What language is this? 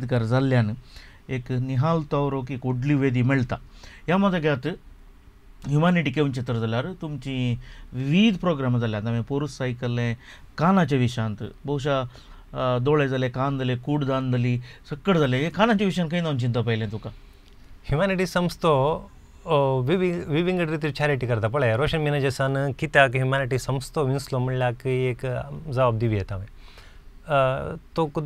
Konkani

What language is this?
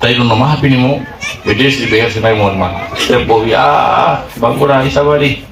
Fula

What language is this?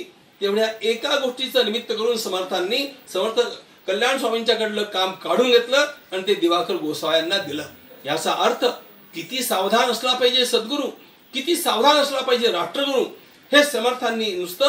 Marathi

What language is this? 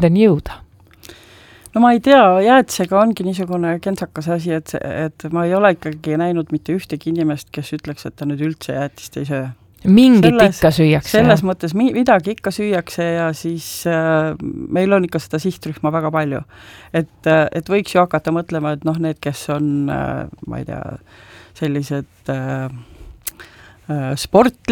Estonian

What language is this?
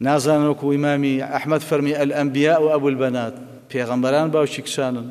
Central Kurdish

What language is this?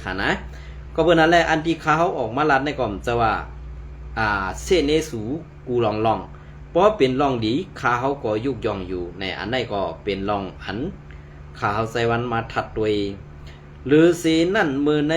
Shan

